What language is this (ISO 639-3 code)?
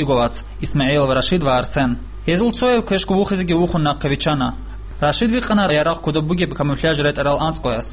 ava